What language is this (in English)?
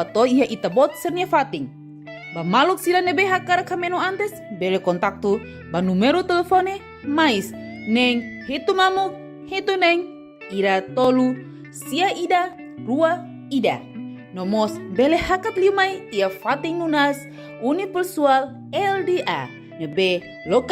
Tetum